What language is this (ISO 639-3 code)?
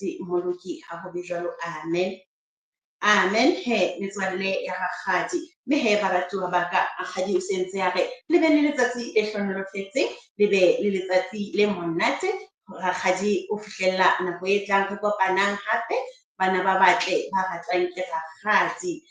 sot